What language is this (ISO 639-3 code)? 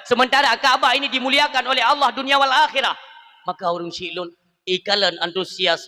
ace